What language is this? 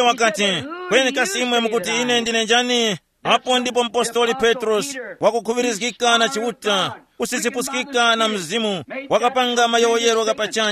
Tumbuka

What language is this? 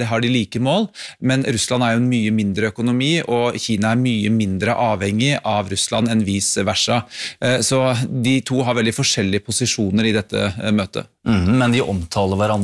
Norwegian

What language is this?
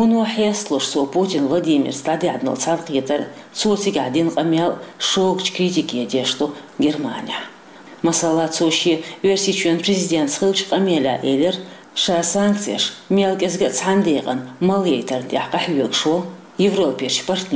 Chechen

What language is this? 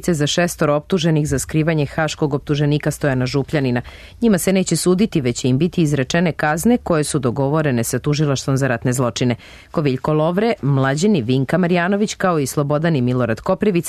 Serbian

